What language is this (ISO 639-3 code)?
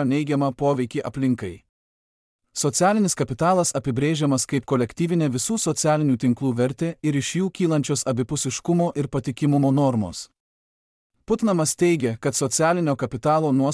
lit